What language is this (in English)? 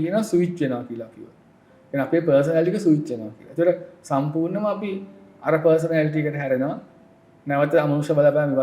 Sinhala